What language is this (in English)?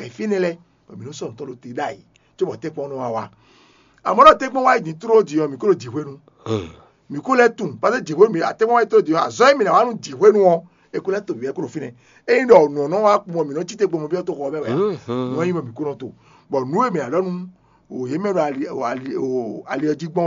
Fon